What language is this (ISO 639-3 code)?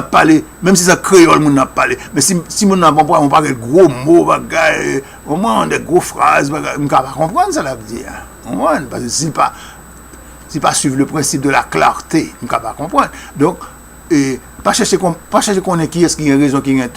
hat